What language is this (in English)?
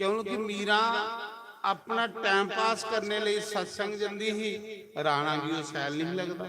Dogri